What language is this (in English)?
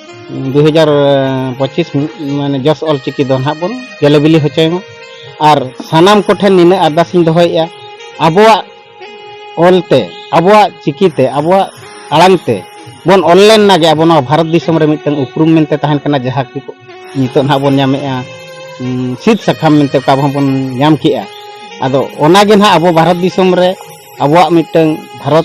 Santali